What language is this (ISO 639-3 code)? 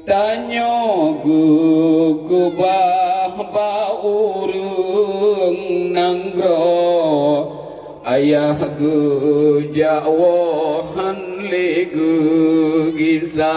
ace